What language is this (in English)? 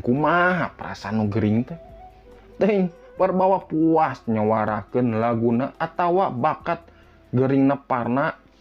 Sundanese